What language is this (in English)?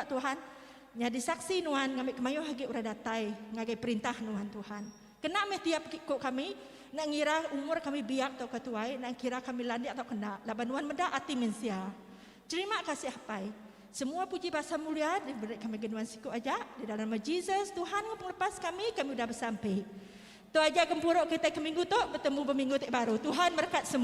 Iban